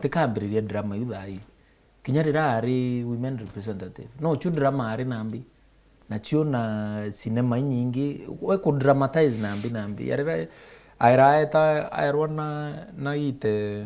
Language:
Meru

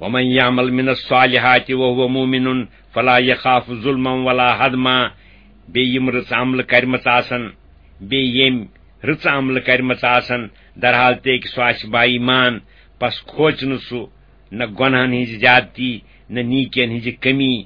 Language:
Kashmiri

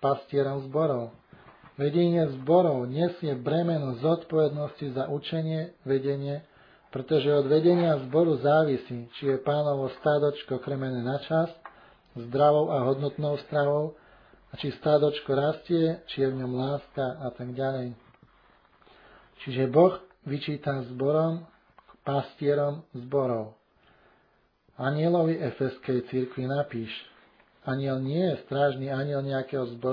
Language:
Slovak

